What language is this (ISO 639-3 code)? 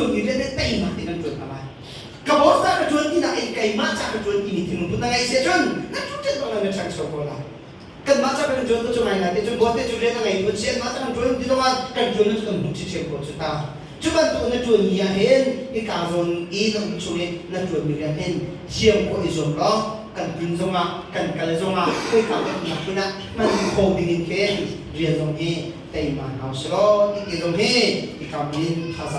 cnh